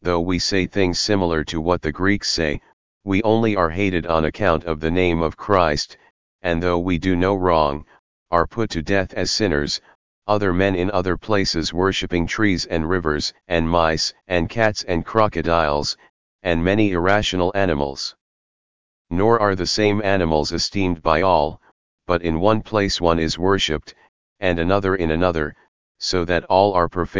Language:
English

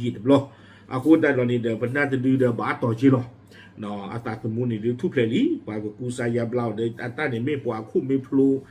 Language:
S'gaw Karen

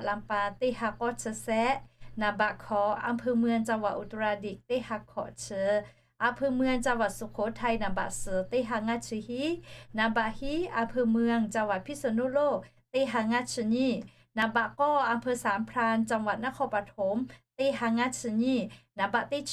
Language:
Lahu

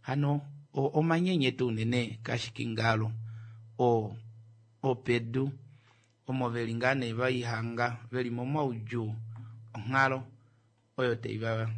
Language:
Kuanyama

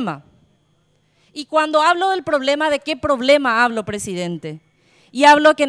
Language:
Spanish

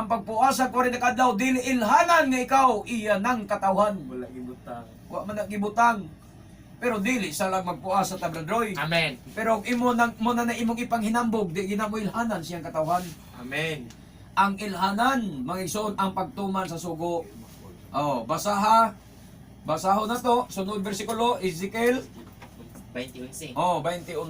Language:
Cebuano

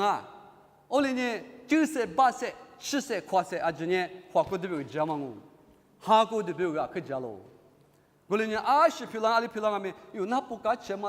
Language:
Lisu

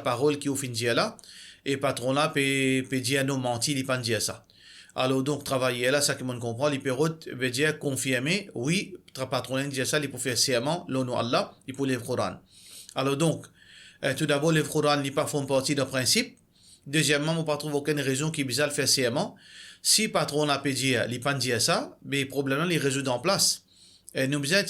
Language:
Morisyen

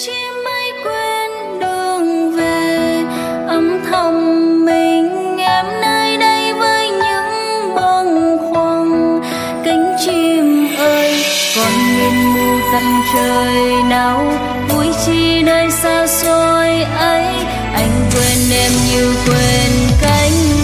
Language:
Vietnamese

